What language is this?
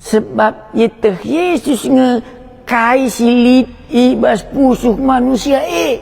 Batak Karo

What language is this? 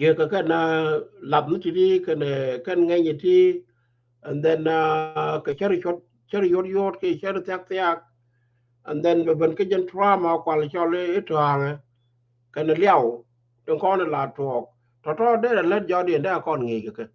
Nuer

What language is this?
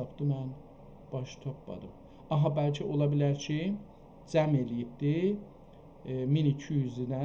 South Azerbaijani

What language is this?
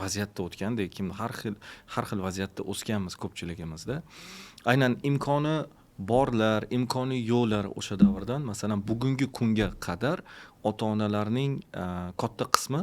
Uzbek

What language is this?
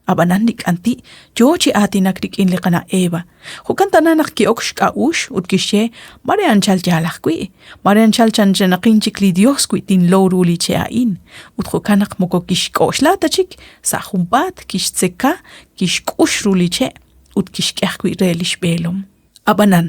Kekchí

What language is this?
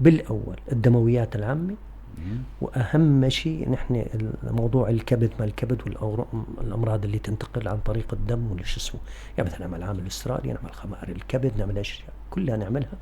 North Levantine Arabic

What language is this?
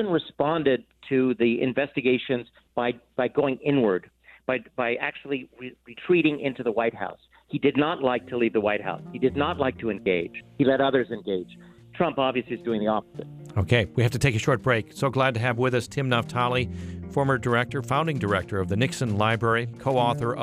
English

